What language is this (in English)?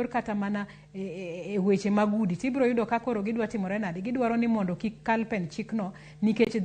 Luo (Kenya and Tanzania)